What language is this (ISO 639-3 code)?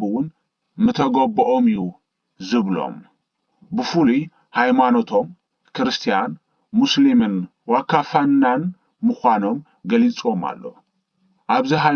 tir